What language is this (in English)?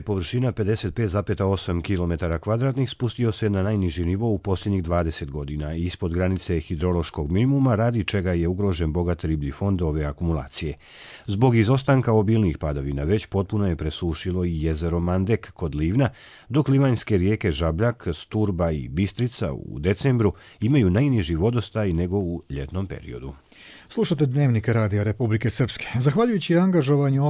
Croatian